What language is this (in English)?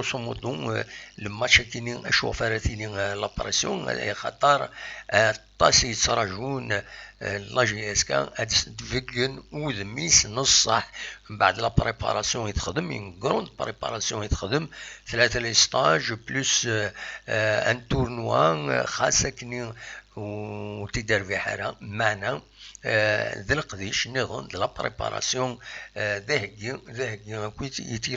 Kabyle